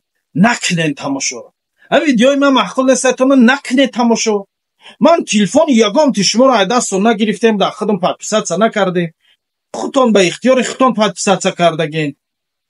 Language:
Tajik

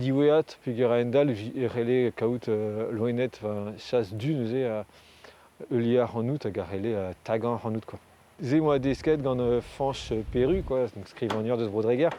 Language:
Breton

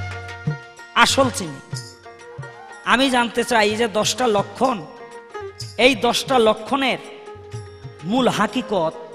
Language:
Bangla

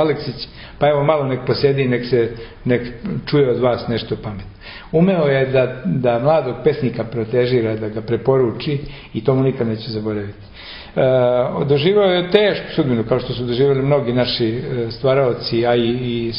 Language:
Serbian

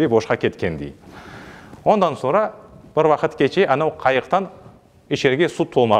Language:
Crimean Tatar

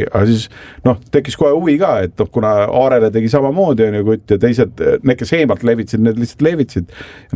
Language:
Estonian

